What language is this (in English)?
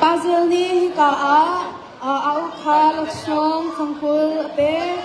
Hakha Chin